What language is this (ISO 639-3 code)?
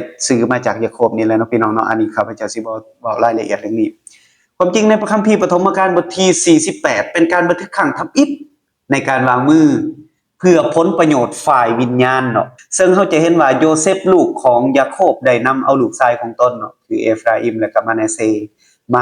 lao